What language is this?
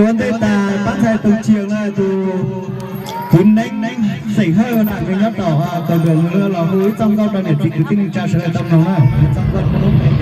Hmong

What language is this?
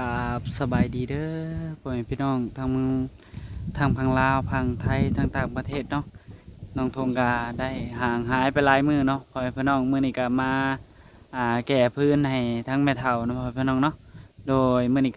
Lao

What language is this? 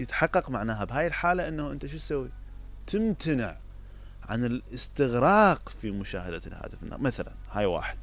Mesopotamian Arabic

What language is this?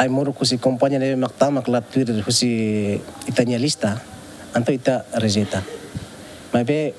Tetum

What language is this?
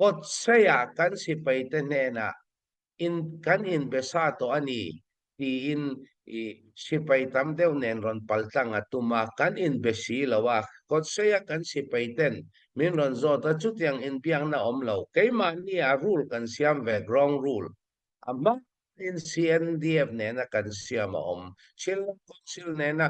Hakha Chin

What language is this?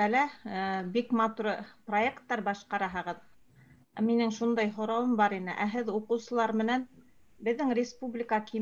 Bashkir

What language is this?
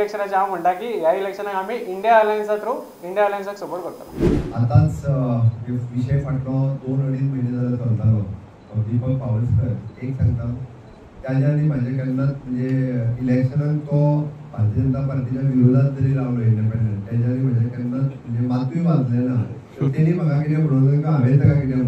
Konkani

